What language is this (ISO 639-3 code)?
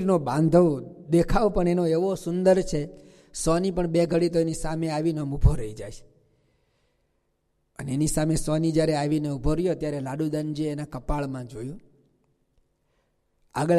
guj